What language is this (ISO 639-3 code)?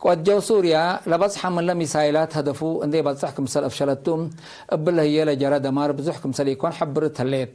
tig